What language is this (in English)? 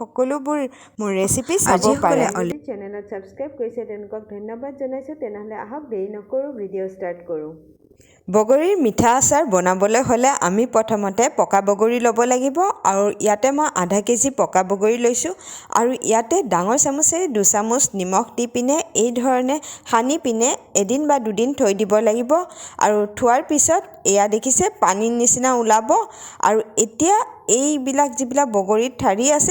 Assamese